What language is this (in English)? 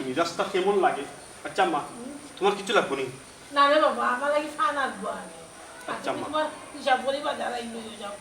Sylheti